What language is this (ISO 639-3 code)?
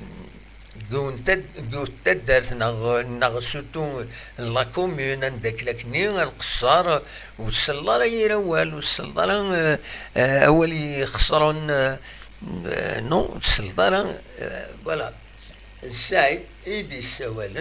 kab